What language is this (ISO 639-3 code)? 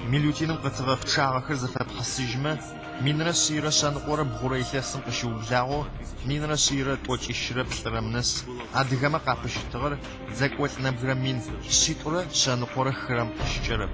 ady